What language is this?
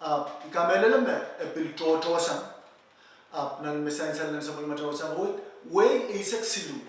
Pohnpeian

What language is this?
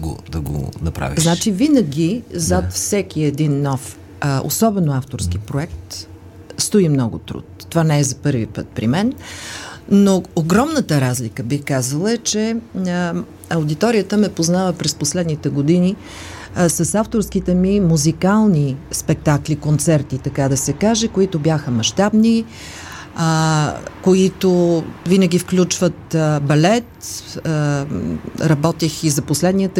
Bulgarian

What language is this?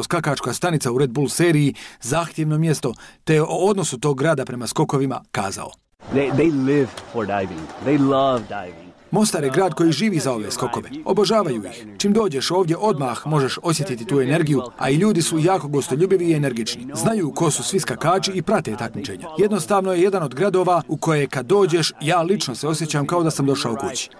Bosnian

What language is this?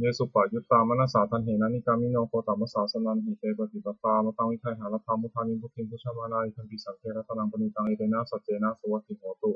Pali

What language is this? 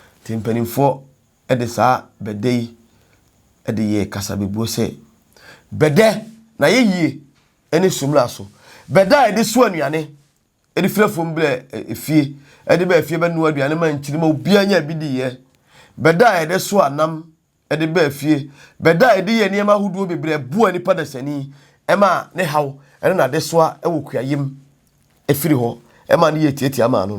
Akan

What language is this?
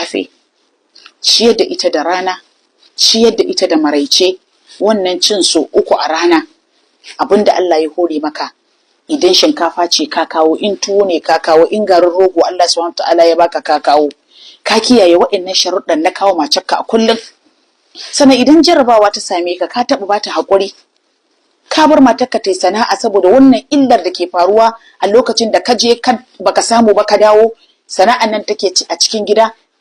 Hausa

